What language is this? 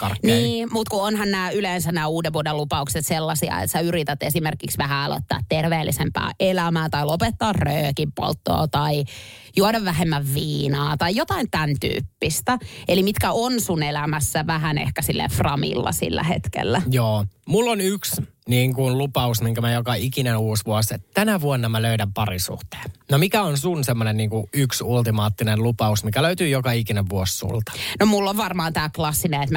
Finnish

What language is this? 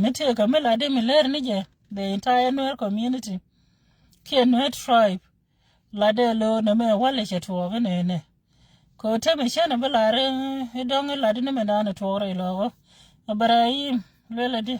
Nuer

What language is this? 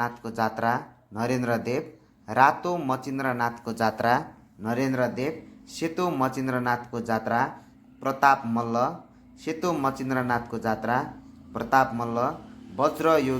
Nepali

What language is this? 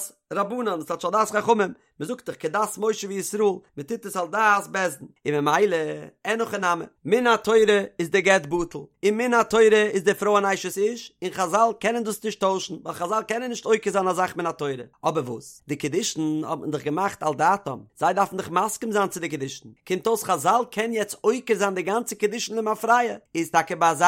Yiddish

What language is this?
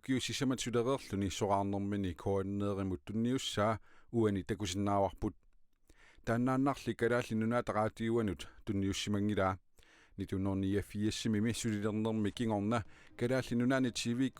Kalaallisut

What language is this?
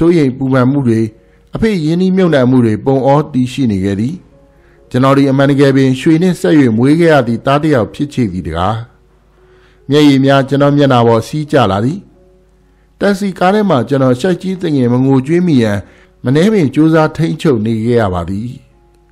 Burmese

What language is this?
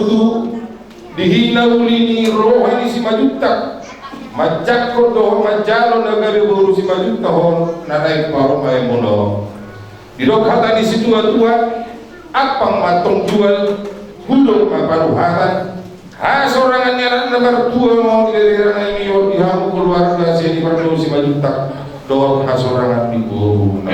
Batak Toba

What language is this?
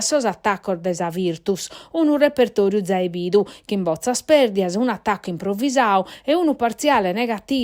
Sardinian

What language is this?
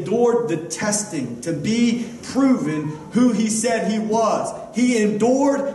English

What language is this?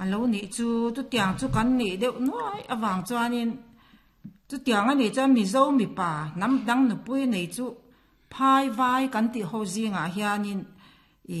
Mizo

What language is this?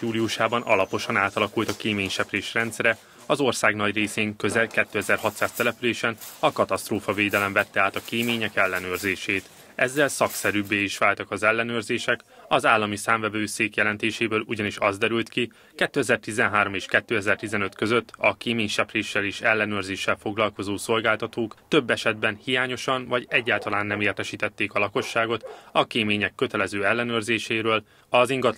Hungarian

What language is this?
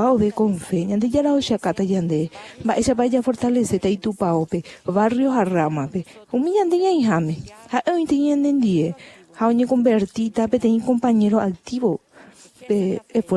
Guarani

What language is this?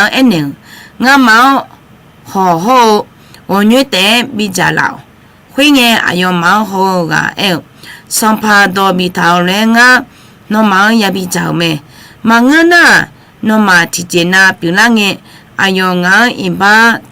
Akha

